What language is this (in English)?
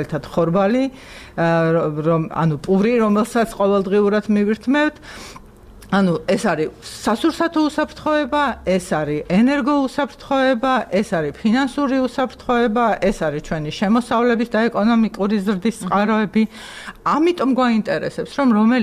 Georgian